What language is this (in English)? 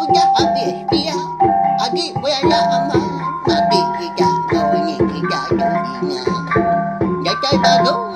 Iban